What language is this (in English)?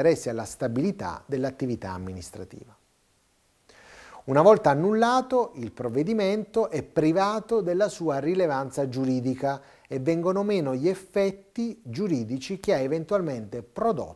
Italian